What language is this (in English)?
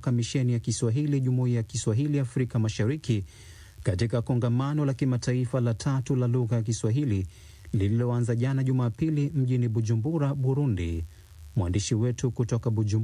Swahili